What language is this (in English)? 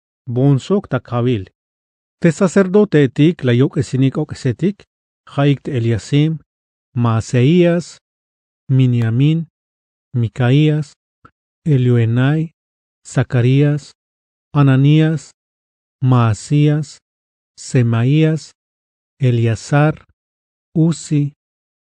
Tzeltal